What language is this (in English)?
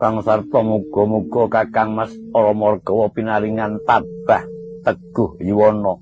Javanese